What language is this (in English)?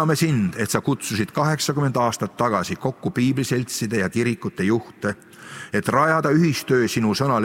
Estonian